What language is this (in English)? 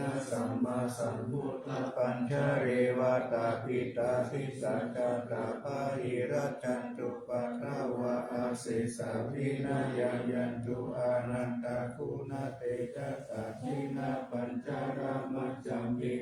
Pali